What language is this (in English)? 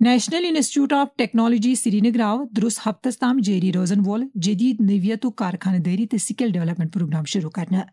Kashmiri